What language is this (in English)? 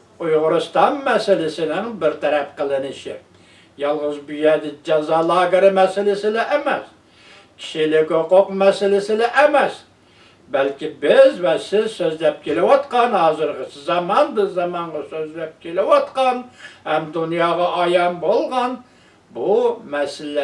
Uyghur